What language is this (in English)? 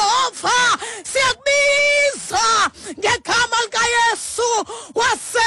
Xhosa